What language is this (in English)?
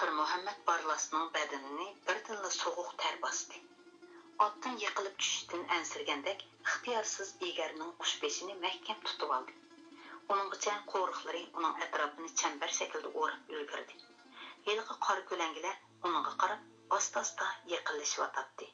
Uyghur